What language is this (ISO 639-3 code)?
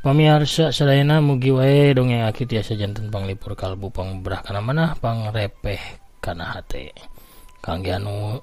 sun